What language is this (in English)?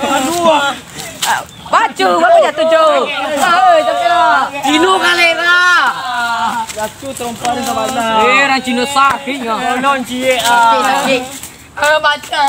Minangkabau